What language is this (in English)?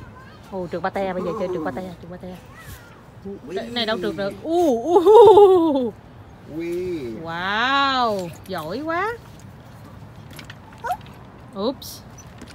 Vietnamese